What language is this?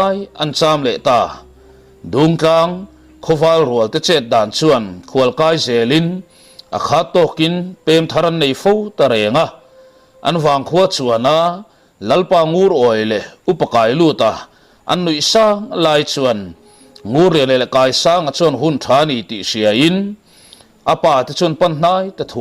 Mizo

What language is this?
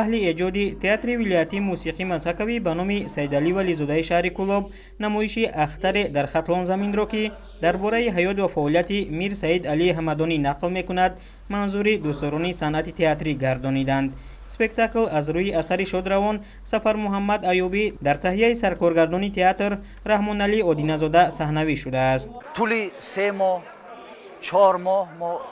Tajik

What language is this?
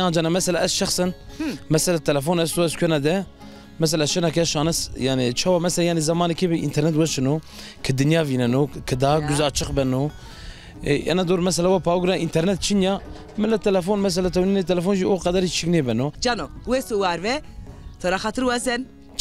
Zaza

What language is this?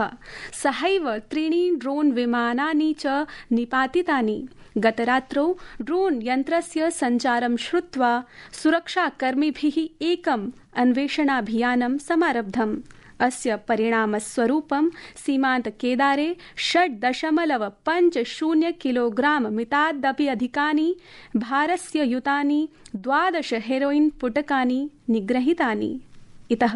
Sanskrit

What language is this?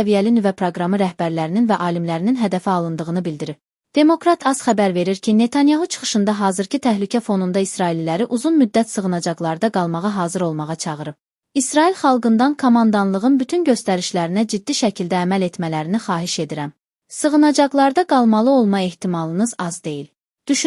Azerbaijani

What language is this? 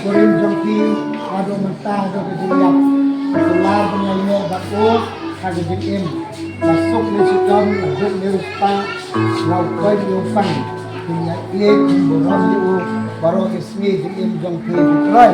Khasi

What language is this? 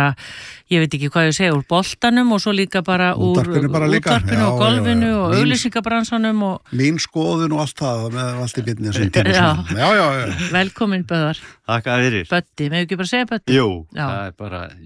Icelandic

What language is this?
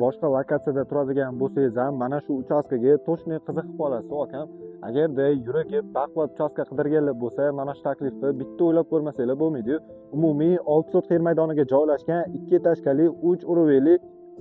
Uzbek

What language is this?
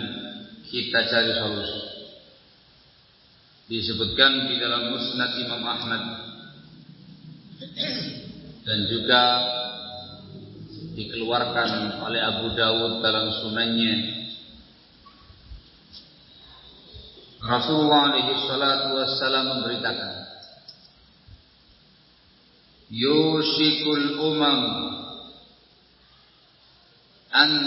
Indonesian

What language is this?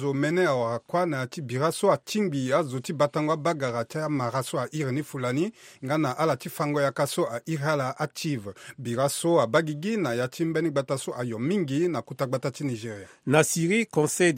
Sango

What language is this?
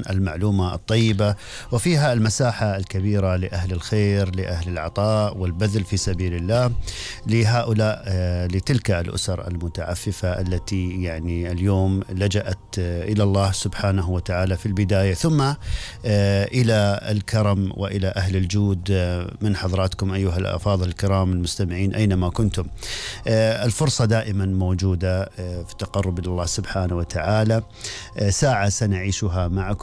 Gulf Arabic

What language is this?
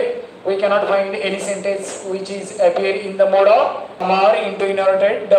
Marathi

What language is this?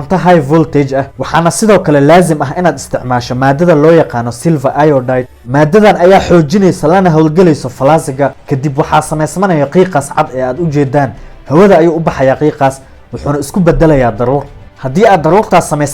Somali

